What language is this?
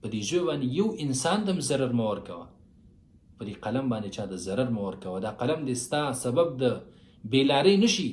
Pashto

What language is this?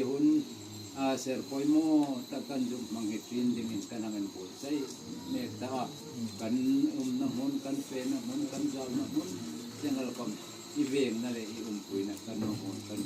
Hmar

